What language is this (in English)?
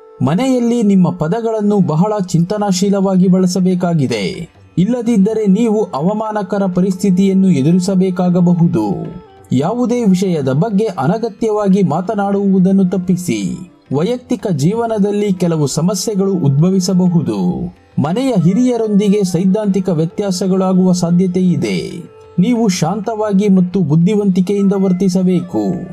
Kannada